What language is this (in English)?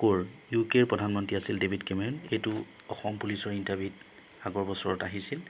Assamese